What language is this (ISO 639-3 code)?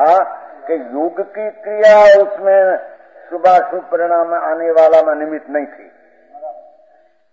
hin